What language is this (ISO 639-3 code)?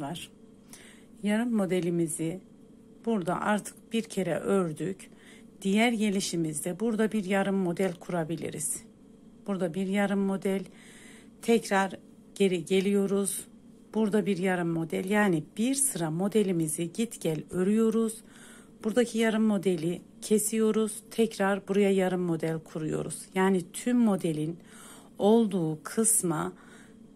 tur